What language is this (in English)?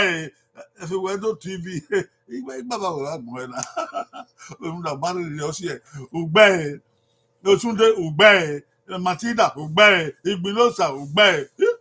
Bini